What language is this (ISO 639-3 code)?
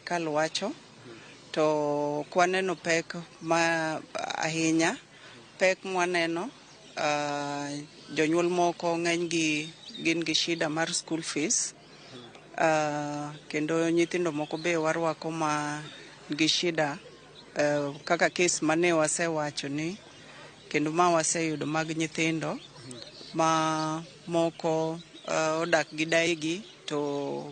luo